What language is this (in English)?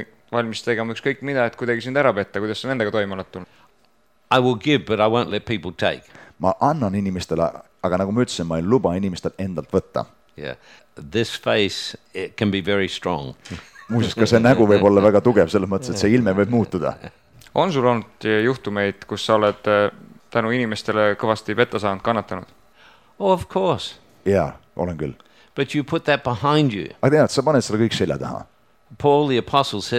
Estonian